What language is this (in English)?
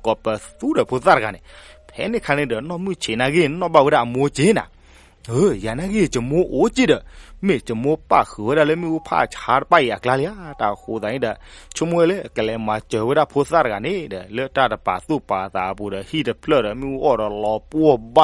S'gaw Karen